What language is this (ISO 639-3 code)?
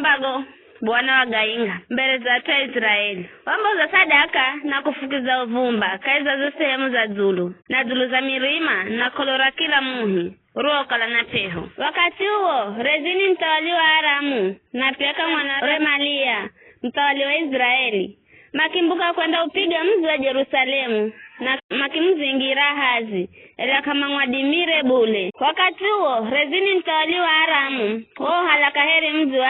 nyf